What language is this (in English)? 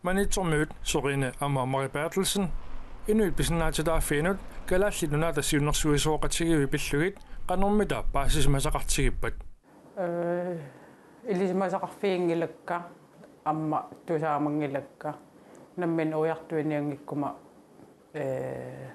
Kalaallisut